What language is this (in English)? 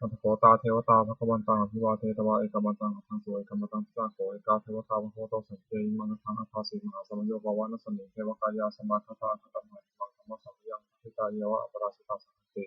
Pali